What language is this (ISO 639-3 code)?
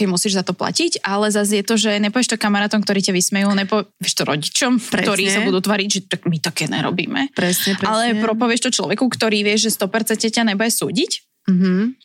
slk